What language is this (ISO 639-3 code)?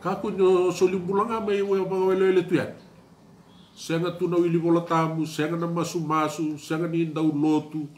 fij